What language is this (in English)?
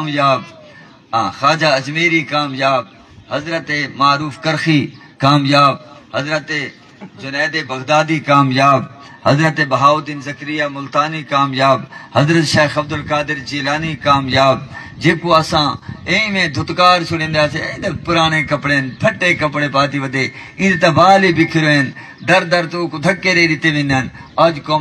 Saraiki